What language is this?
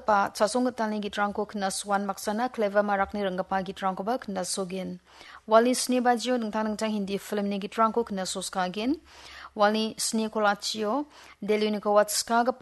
Garo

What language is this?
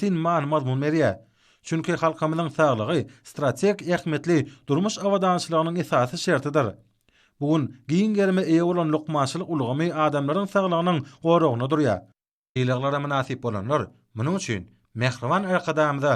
Turkmen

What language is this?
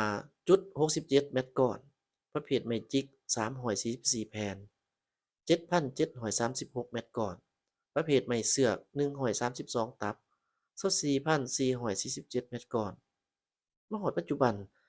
Lao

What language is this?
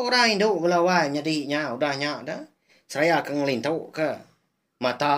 Iban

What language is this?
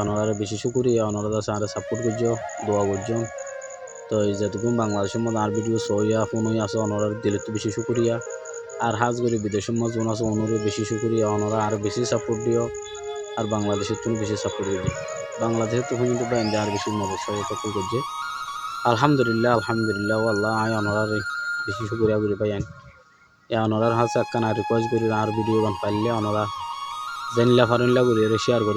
Rohingya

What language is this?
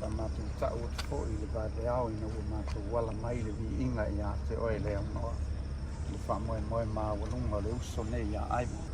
Samoan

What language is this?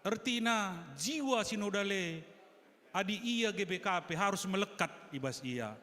Batak Karo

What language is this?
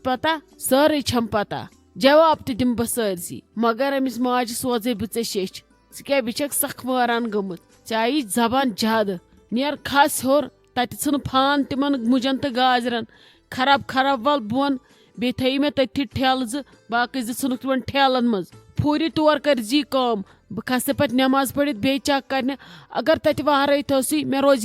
Kashmiri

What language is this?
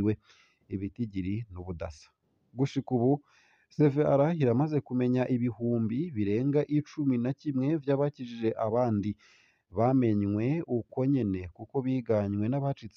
Rundi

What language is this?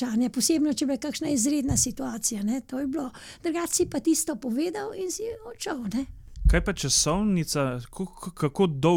Slovenian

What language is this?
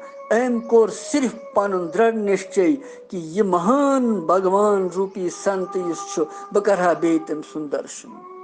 Kashmiri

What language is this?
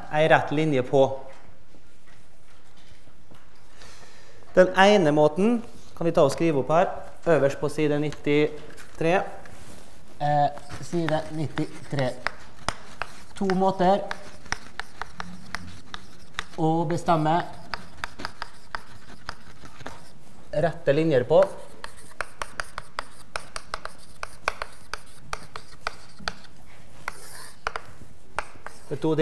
Norwegian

